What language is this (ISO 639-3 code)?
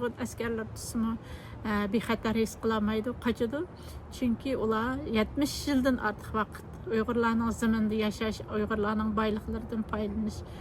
uig